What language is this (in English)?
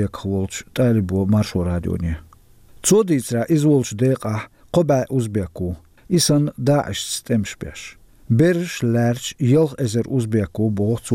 Chechen